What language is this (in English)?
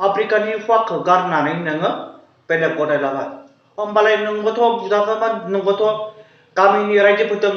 Bodo